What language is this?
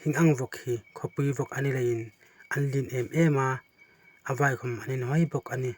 Hmar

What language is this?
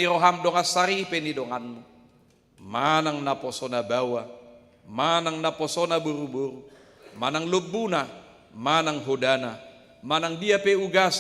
Batak Toba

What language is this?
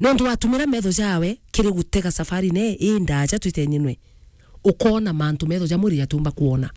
Meru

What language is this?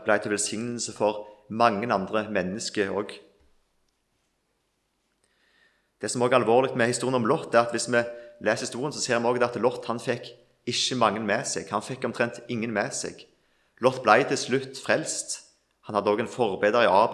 Norwegian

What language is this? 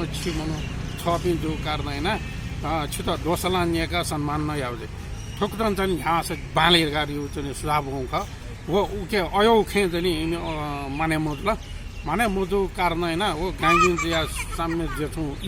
Newari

